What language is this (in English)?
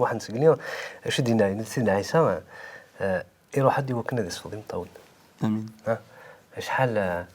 Kabyle